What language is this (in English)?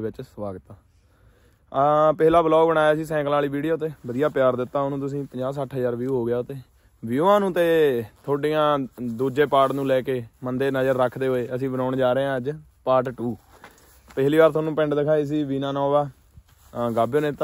Punjabi